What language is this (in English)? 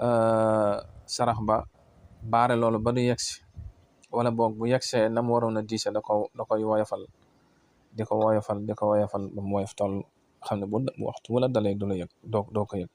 Wolof